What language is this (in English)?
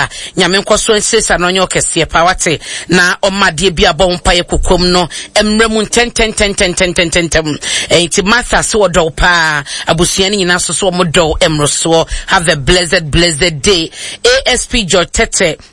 Akan